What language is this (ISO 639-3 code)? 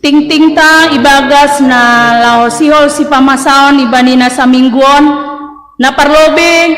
bts